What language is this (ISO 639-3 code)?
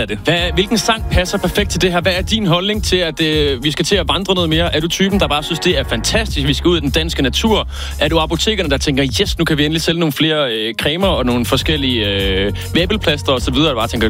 dan